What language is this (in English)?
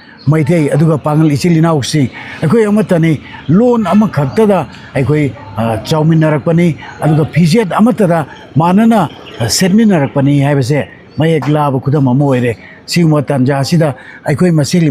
Manipuri